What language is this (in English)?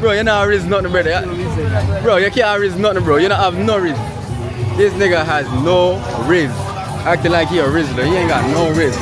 Jamaican Creole English